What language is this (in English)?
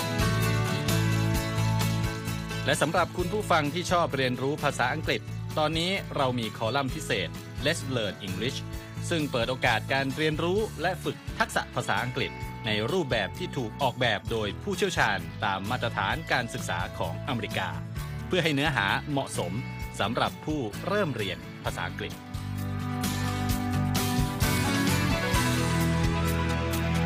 Thai